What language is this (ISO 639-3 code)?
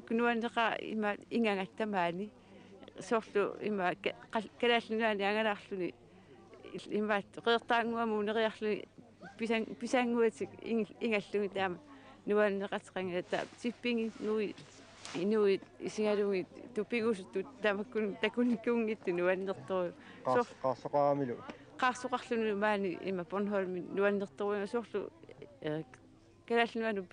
kal